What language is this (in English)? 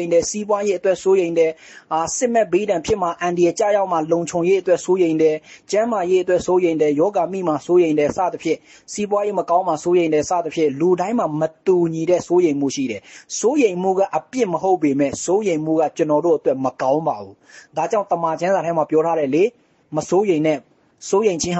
Burmese